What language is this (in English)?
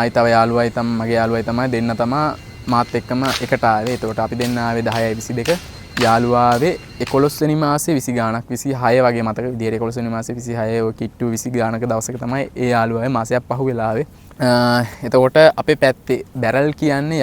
Sinhala